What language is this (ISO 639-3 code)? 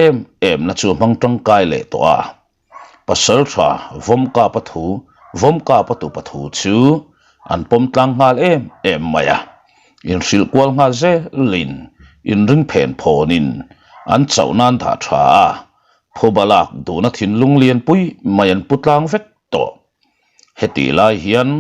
lus